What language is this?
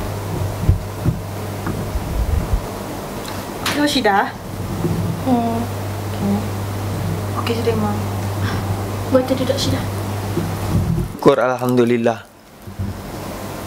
Malay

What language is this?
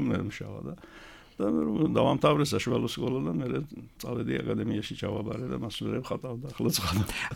Georgian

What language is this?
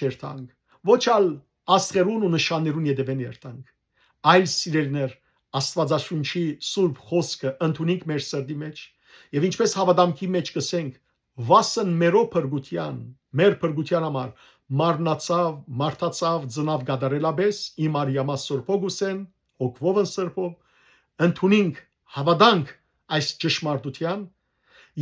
Western Armenian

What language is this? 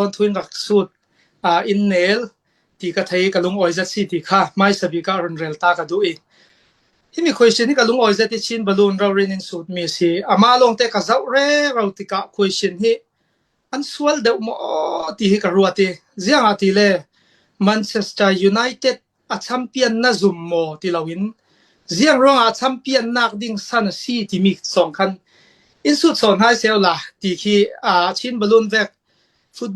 Falam Chin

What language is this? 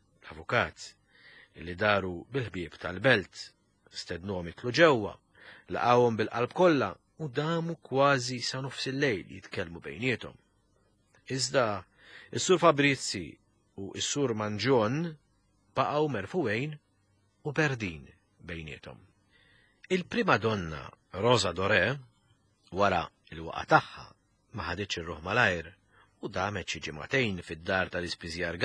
Maltese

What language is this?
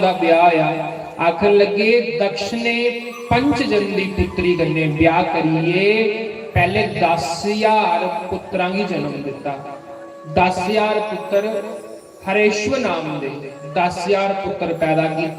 Dogri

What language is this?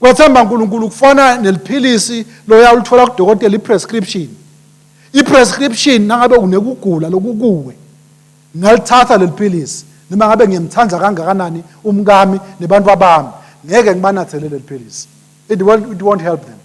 Swati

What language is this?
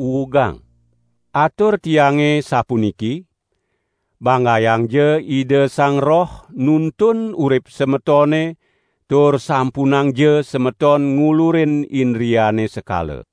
Balinese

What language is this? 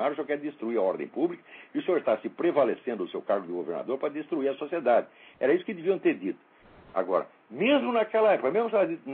Portuguese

